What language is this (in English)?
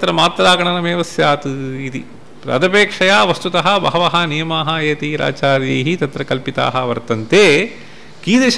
Sanskrit